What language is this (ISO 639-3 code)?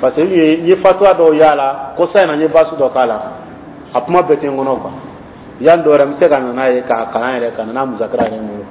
dyu